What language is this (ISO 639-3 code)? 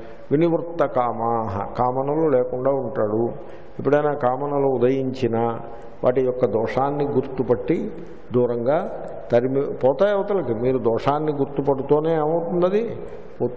tel